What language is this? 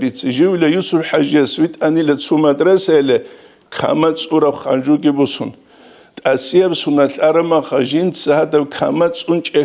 Avaric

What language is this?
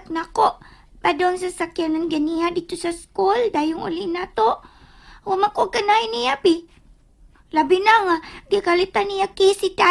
Cebuano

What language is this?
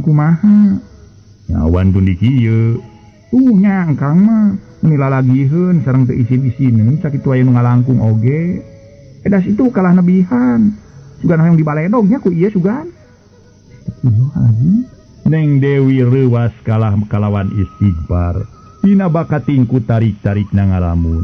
Sundanese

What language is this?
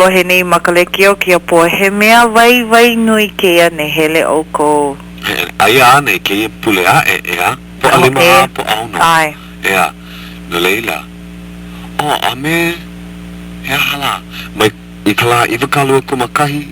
Hawaiian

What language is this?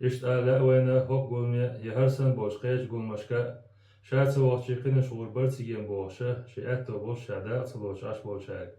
Chechen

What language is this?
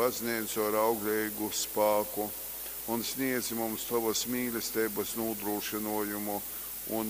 Latgalian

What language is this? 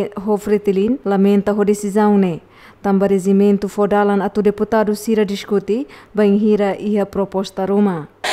Tetum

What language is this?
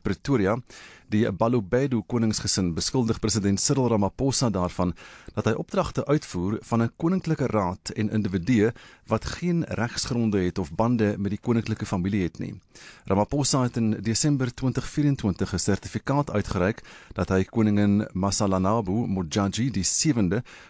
Afrikaans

